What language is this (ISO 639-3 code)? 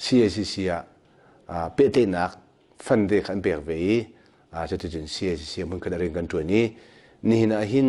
cnh